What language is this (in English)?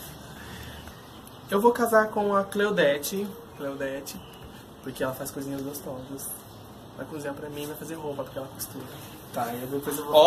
Portuguese